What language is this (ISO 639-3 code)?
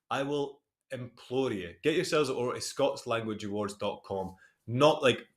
sco